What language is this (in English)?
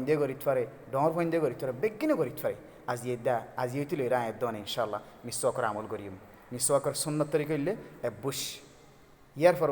Rohingya